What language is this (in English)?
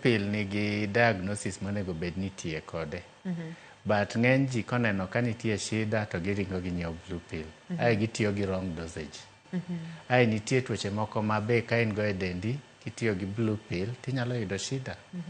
Luo (Kenya and Tanzania)